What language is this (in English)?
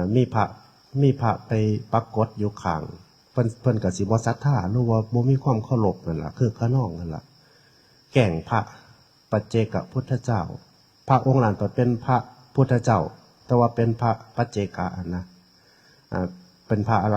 Northeastern Thai